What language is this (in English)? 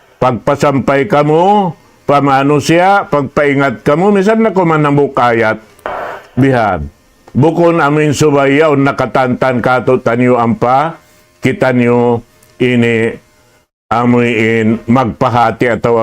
Tausug